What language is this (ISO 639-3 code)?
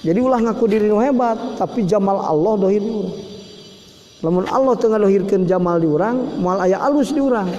sun